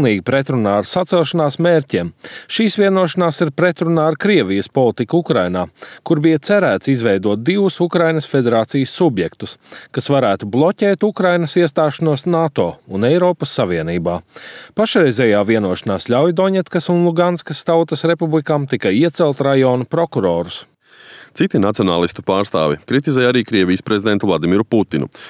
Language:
Latvian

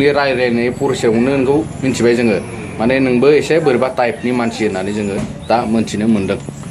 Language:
Bodo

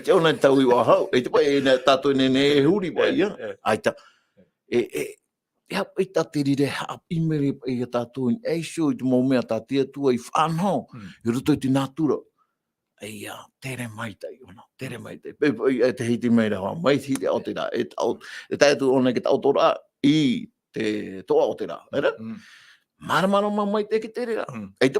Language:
Tahitian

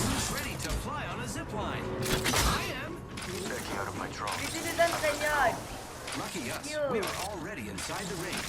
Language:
Morisyen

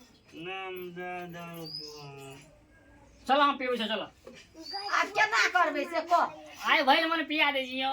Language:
Maithili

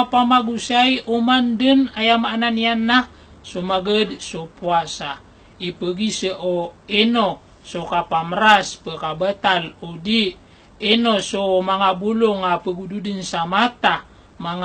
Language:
Maranao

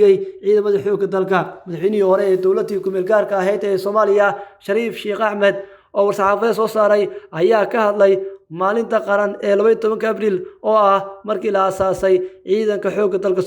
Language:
Somali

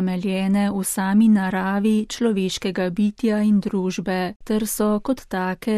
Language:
Slovenian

